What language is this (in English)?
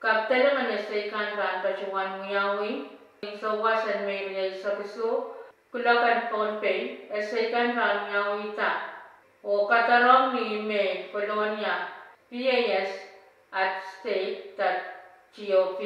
Pohnpeian